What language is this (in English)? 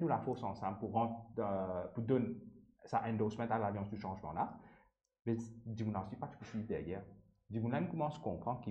Morisyen